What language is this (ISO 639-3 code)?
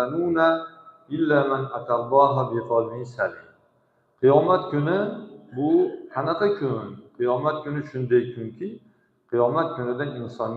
uzb